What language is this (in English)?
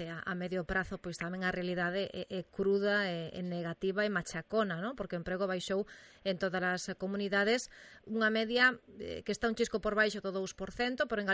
Galician